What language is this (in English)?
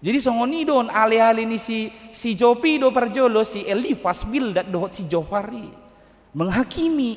Batak Toba